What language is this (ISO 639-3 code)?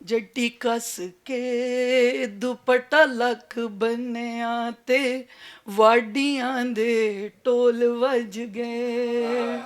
lah